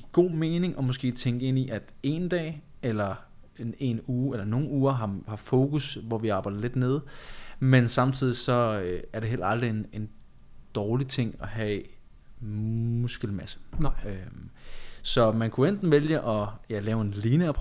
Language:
Danish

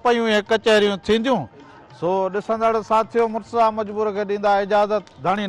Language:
Sindhi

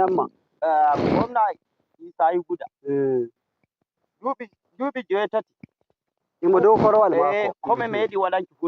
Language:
Nigerian Fulfulde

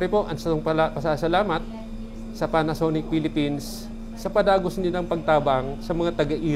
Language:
Bikol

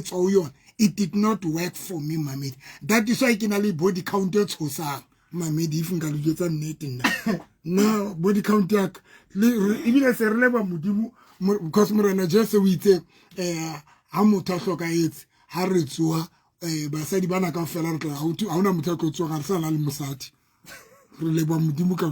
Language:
Southern Sotho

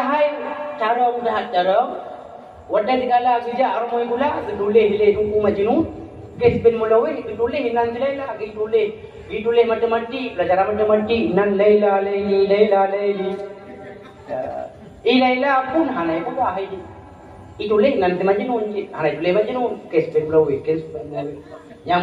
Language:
Achinese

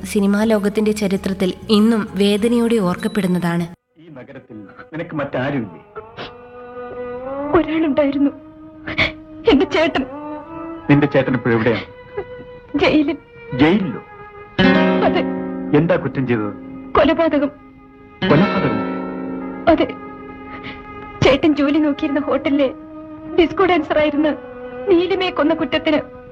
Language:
Malayalam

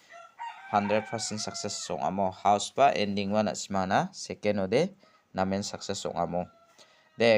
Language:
Garo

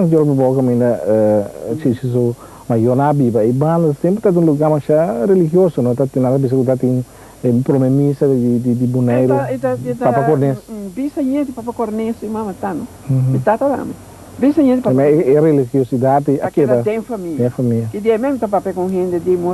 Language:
Papiamento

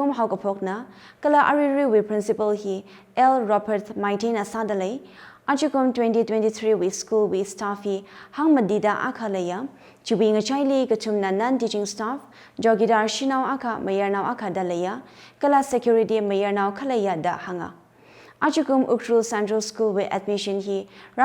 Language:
Tangkhul Naga (India)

